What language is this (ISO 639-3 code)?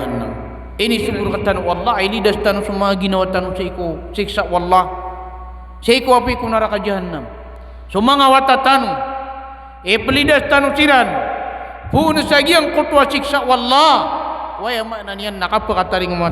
mrw